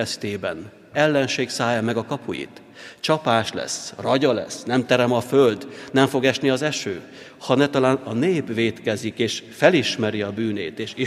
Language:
Hungarian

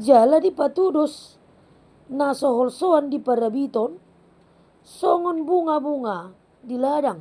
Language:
Batak Toba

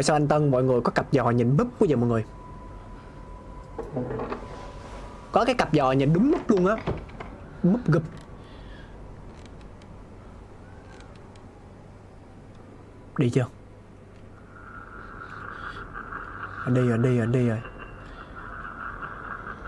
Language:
Vietnamese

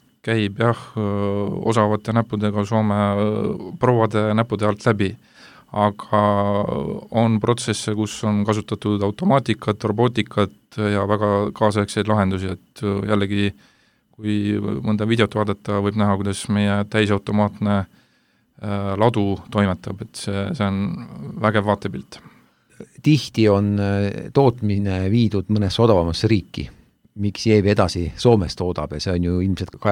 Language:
Estonian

